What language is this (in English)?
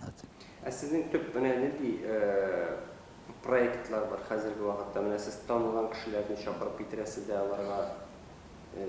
Tatar